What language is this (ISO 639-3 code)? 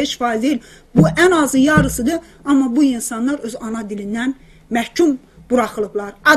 azb